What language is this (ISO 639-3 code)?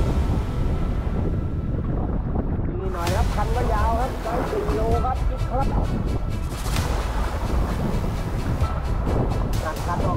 tha